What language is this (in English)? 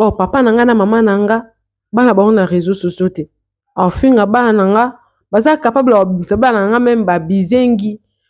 Lingala